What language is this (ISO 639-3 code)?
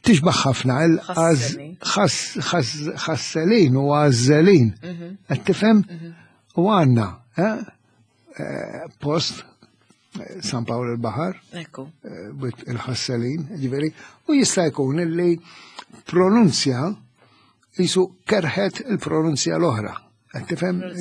mlt